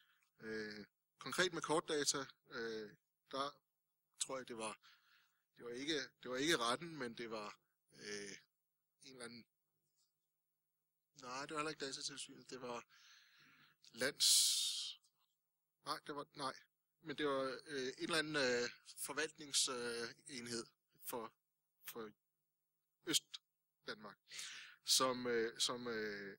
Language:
Danish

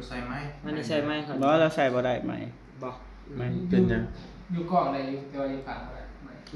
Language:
Northeastern Thai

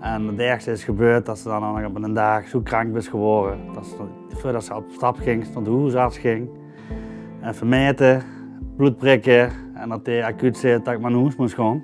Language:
Limburgish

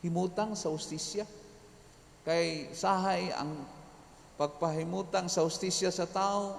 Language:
Cebuano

